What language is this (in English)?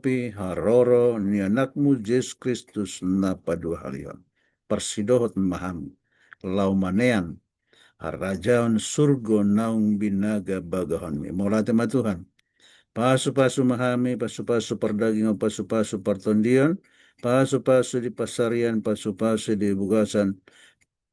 Batak Toba